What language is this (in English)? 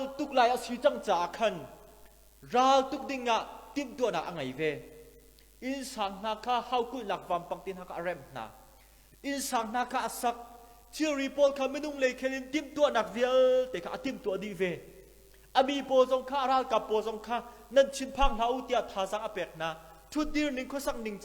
Hakha Chin